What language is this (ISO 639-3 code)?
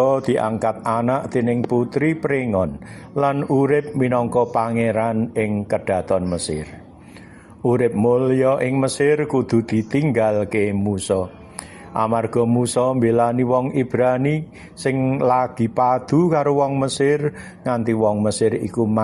jav